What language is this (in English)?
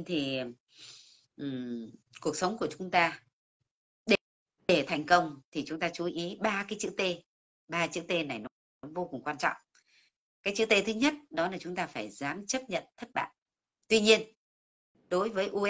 Vietnamese